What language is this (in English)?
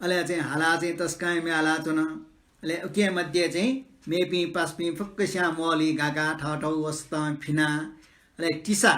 Newari